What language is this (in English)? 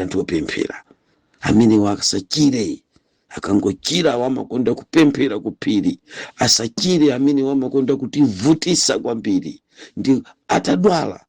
Nyanja